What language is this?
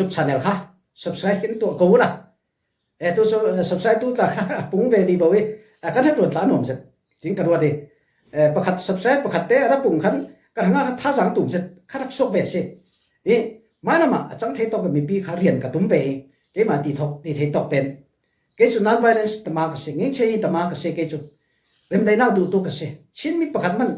Falam Chin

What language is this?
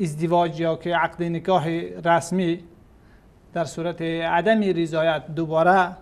Persian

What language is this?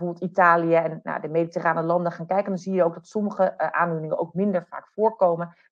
Dutch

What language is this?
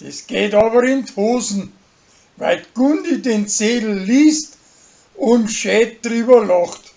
Bavarian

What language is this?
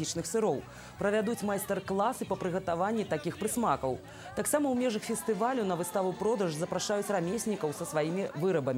Belarusian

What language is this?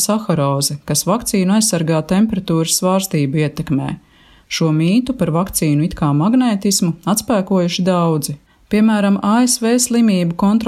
Latvian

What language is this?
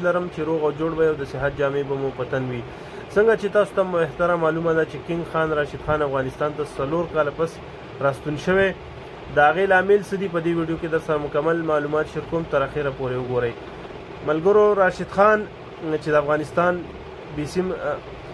Pashto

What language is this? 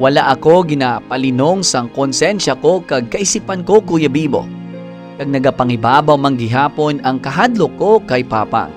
Hiligaynon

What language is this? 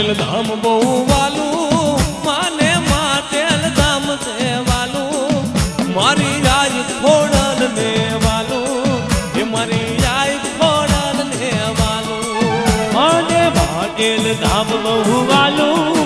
Gujarati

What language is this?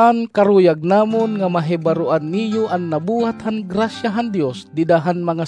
Waray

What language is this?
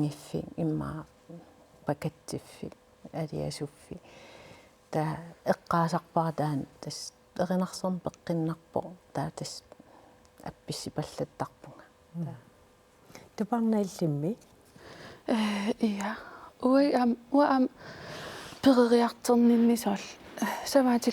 Kalaallisut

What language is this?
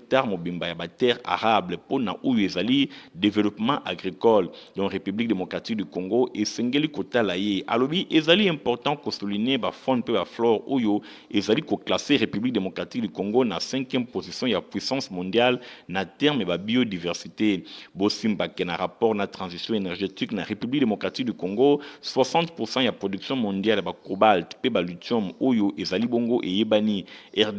Lingala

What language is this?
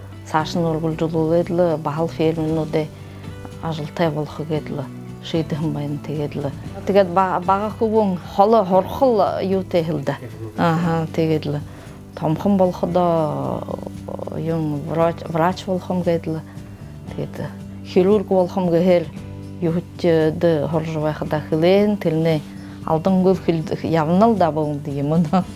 Buriat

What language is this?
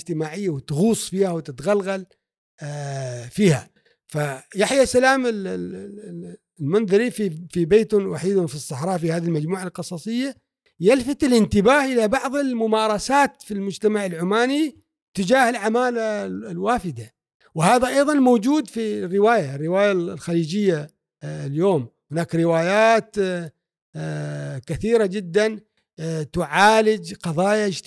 Gulf Arabic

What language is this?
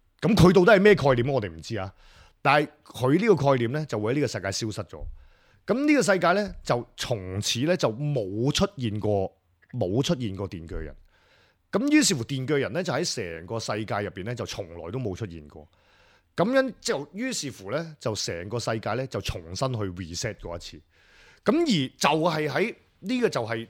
Cantonese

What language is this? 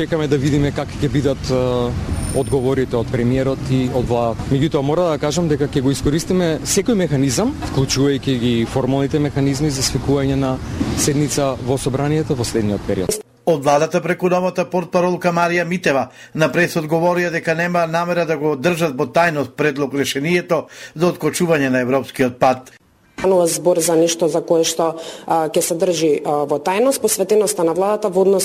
Macedonian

